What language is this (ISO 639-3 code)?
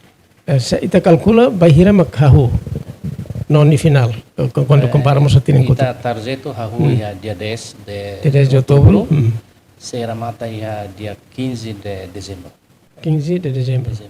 tet